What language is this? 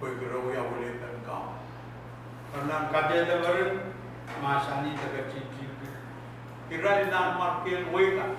Pohnpeian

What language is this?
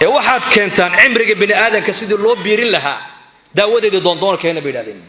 Somali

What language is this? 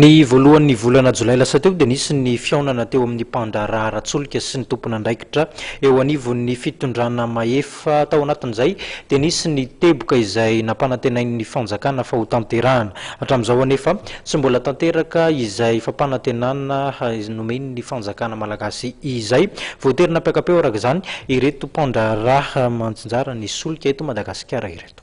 Malagasy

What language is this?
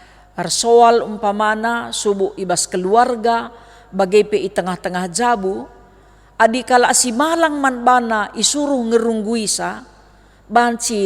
Batak Karo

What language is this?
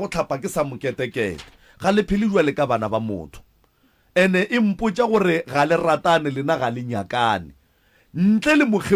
Northern Sotho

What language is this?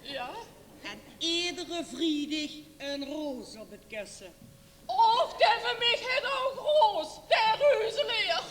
Limburgish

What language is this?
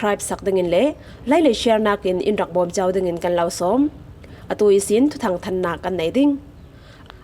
Falam Chin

